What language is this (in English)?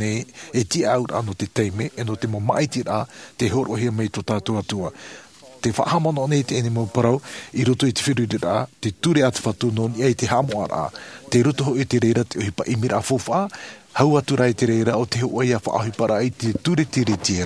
Tahitian